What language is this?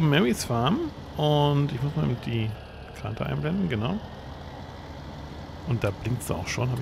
German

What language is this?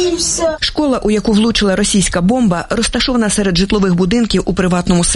Ukrainian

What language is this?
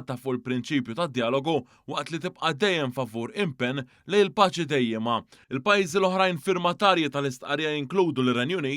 Maltese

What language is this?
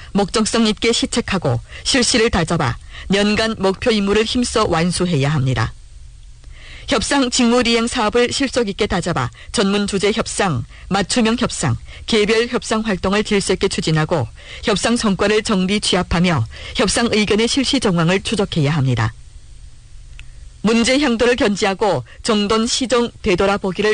Korean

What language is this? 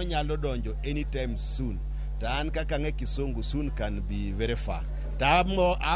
Luo (Kenya and Tanzania)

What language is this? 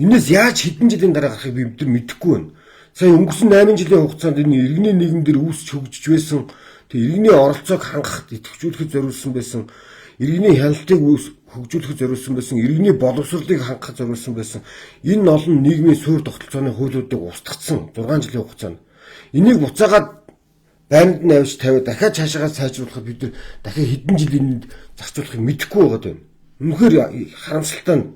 Mongolian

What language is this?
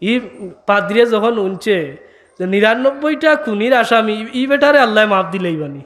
Sylheti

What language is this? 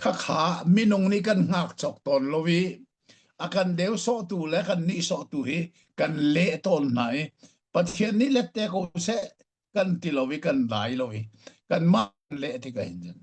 Hakha Chin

